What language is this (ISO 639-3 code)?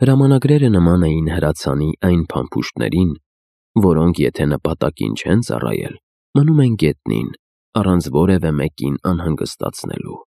hye